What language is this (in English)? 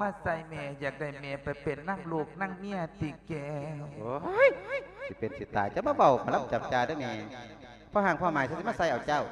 Lao